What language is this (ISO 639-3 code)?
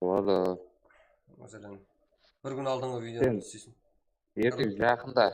kaa